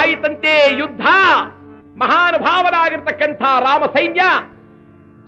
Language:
Kannada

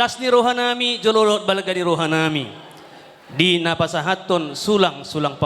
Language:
Batak Toba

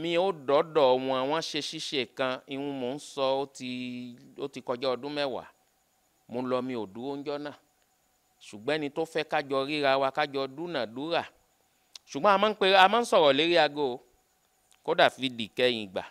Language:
Yoruba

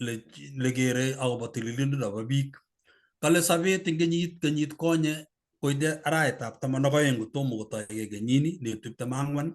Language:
Kalenjin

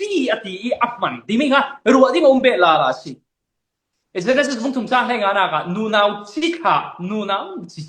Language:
Falam Chin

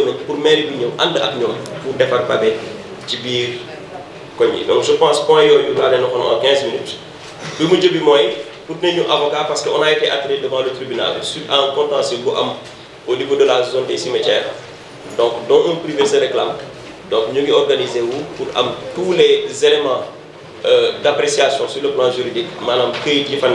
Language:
Wolof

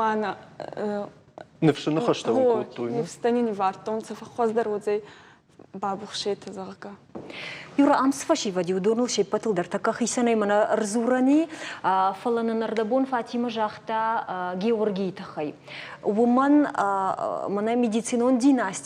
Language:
Ossetic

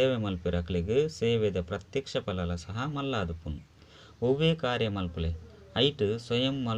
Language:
Tulu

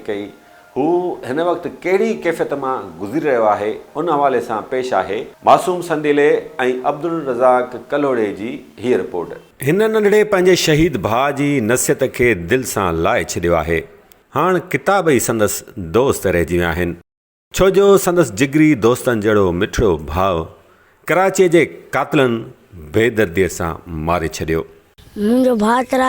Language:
Sindhi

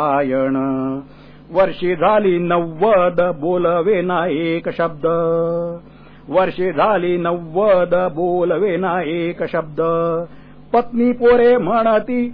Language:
Marathi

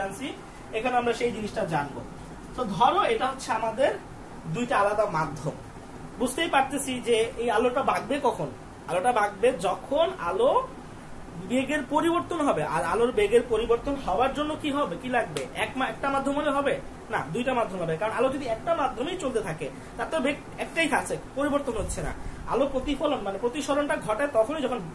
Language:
Bangla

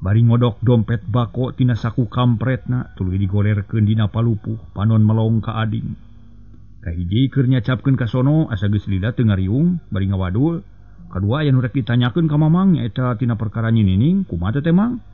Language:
Sundanese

